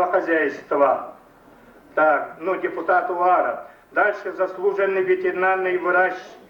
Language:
Yakut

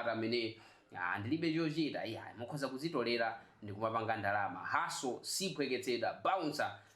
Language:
Nyanja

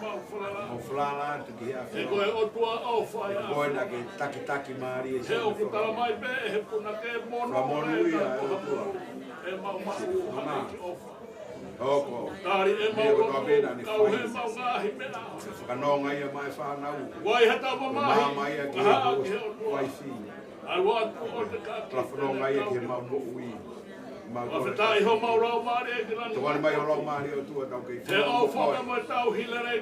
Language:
Tongan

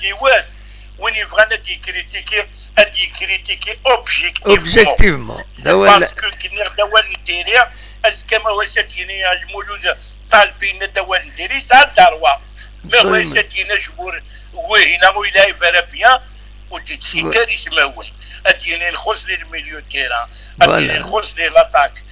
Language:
Kabyle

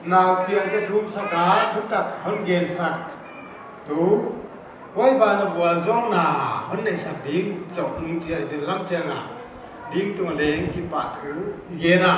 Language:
Paite Chin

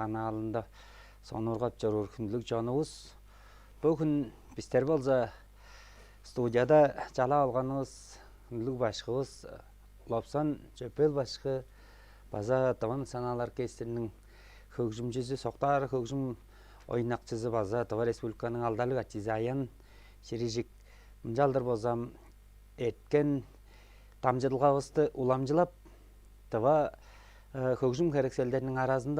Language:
Tuvinian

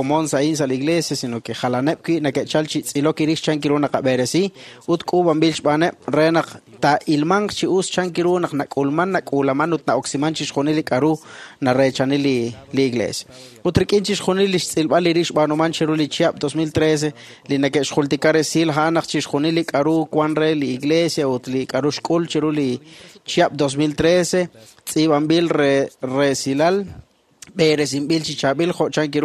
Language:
Kekchí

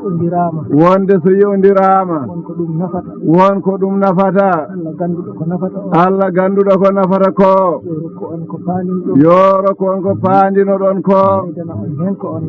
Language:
Fula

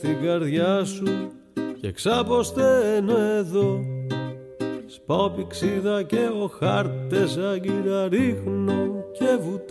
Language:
Greek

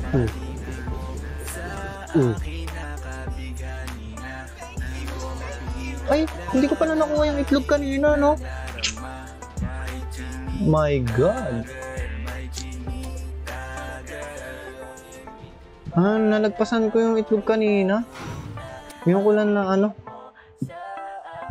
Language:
Filipino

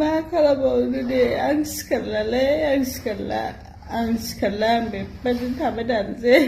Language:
Bodo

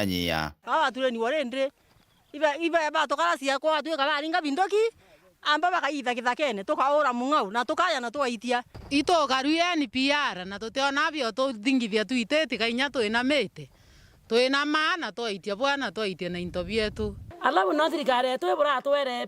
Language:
Meru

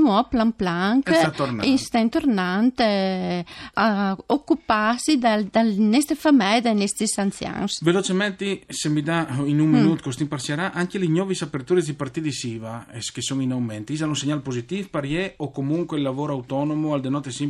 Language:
Friulian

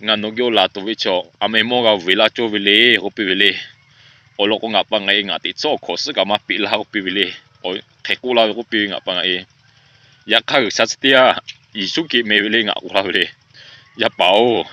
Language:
Lahu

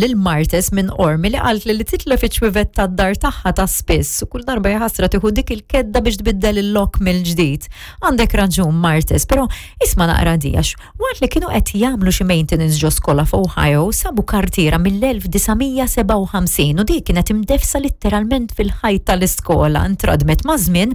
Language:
Maltese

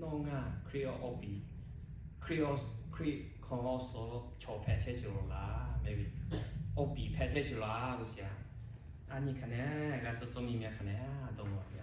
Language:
Lahu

